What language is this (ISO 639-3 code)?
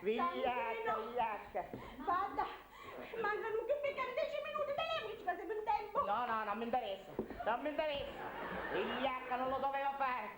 scn